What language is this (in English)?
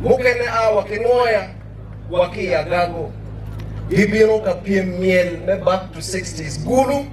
Acoli